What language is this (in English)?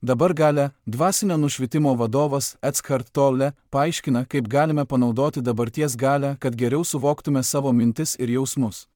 Lithuanian